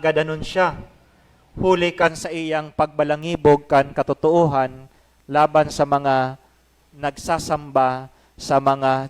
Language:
Bikol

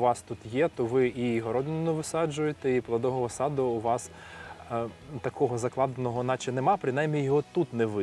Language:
Ukrainian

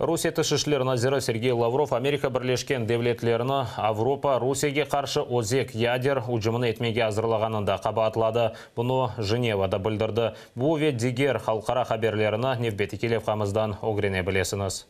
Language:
Crimean Tatar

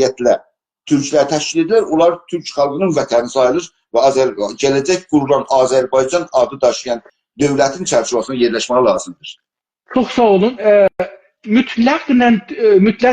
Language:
South Azerbaijani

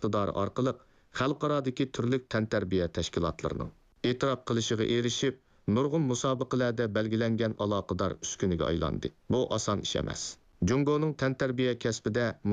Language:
Uyghur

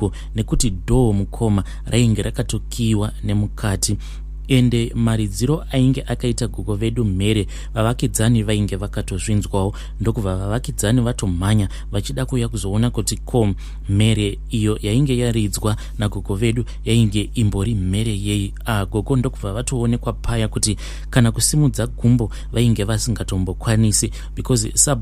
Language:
Shona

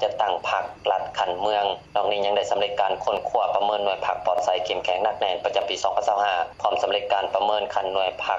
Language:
Lao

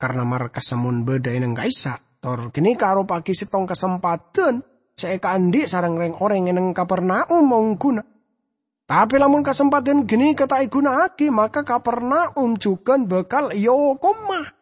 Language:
Madurese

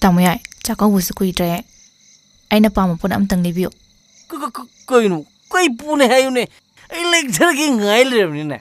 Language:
Manipuri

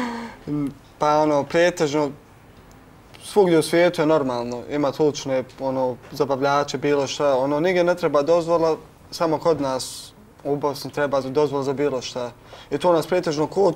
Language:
Bosnian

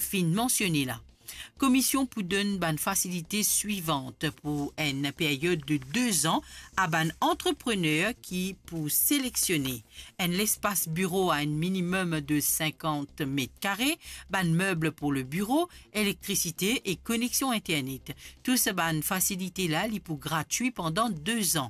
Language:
Morisyen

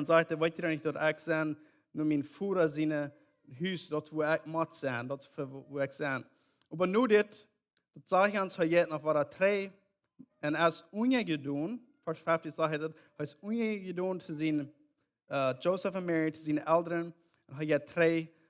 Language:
Plautdietsch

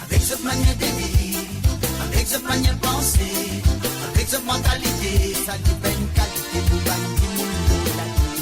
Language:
Morisyen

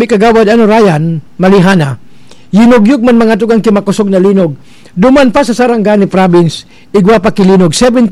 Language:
Bikol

